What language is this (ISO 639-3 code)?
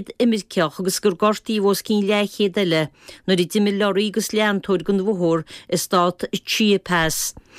gle